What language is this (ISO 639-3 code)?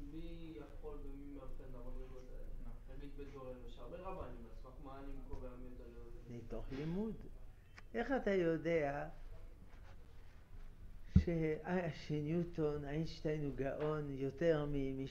heb